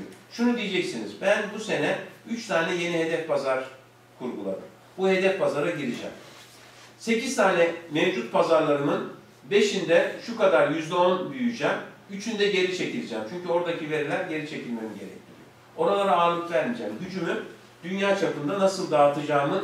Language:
Turkish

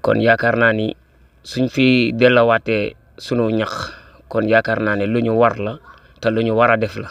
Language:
Wolof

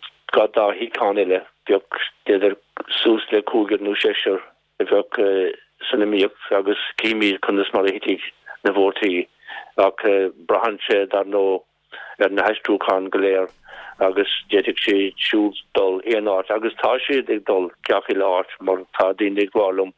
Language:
Irish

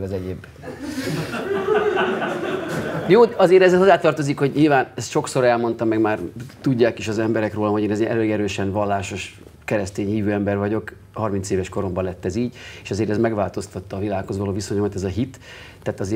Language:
Hungarian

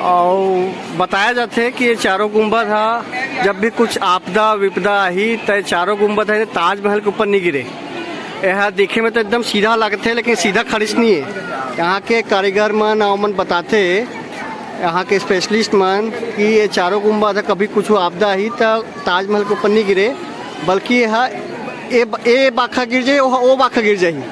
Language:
Chhattisgarhi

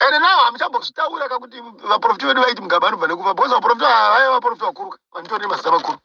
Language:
Shona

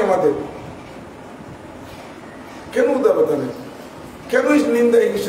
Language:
Bangla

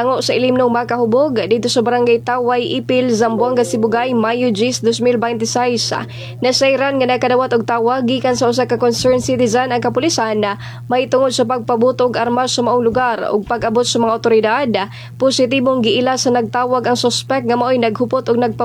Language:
Cebuano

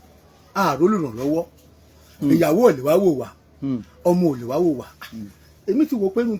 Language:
Yoruba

